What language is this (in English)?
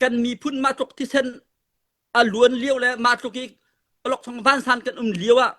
Hakha Chin